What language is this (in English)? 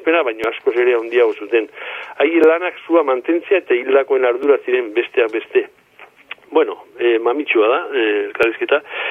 Basque